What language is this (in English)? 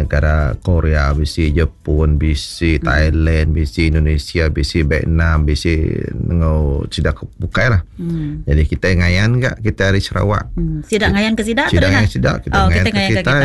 Iban